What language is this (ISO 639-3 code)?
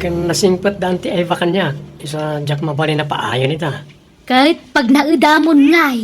ilo